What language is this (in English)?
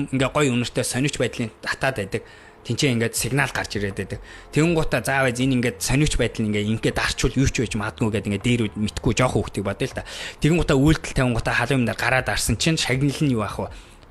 Mongolian